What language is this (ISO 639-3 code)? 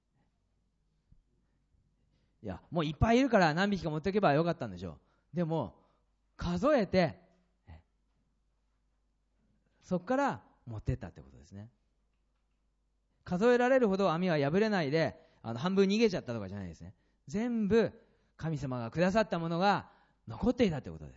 jpn